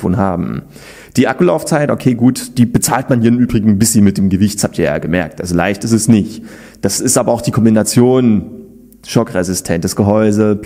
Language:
German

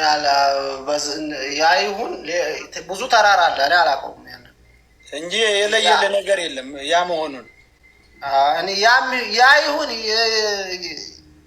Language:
Amharic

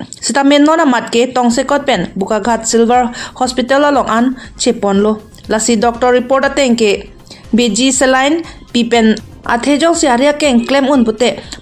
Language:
Karbi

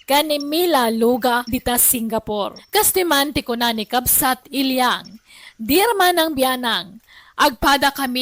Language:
Iloko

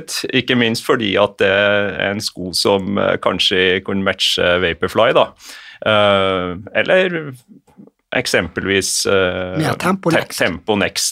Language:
Norwegian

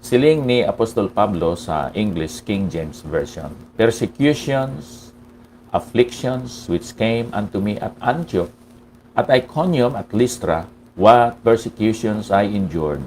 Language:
Hiligaynon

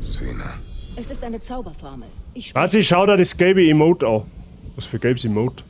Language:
Bavarian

